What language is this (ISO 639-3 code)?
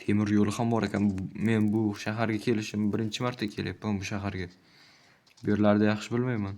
uzb